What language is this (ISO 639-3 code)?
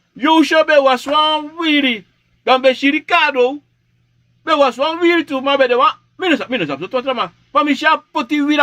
srn